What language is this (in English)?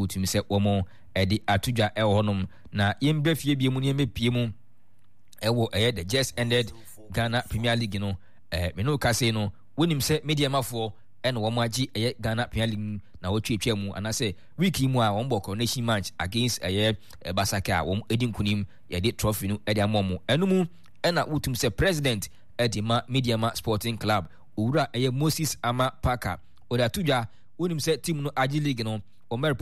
Akan